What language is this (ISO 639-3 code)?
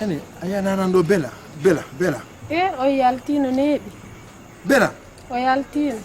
fuf